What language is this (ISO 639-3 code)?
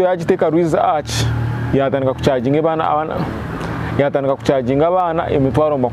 nyn